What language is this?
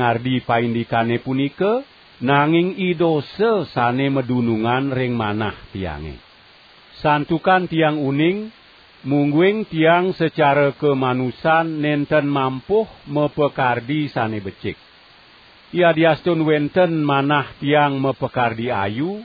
Balinese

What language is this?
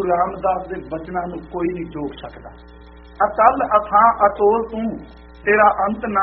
Punjabi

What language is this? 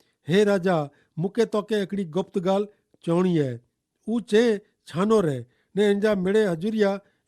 Kachhi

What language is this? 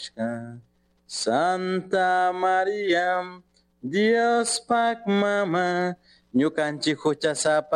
Chimborazo Highland Quichua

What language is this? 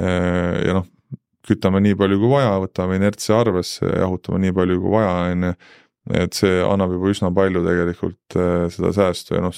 Estonian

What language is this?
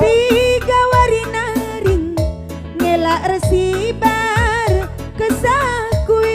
Batak Karo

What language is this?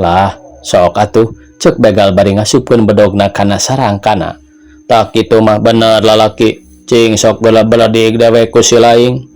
Sundanese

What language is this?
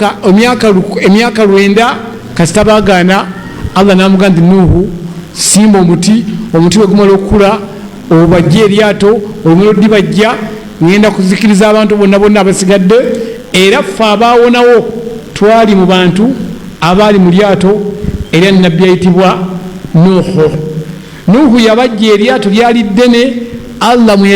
Ganda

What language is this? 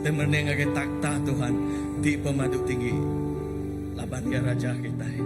Iban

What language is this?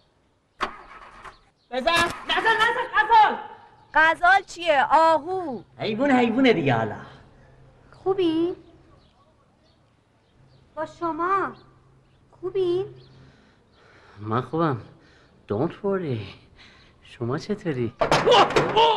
Persian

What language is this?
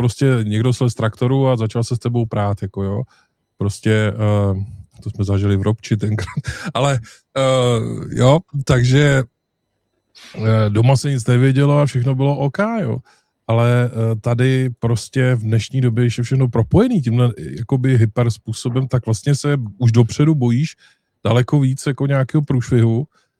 Czech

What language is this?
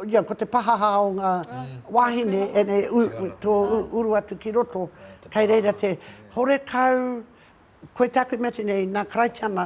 Māori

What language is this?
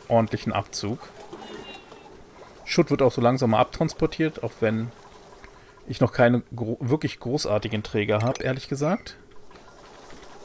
German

